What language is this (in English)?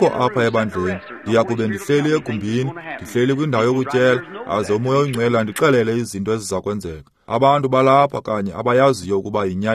Xhosa